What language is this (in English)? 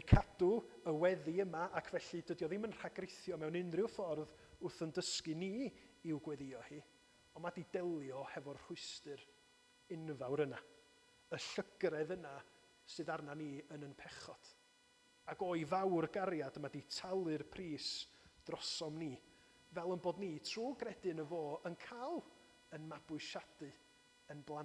Welsh